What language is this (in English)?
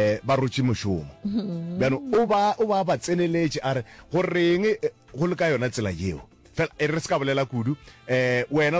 Northern Sotho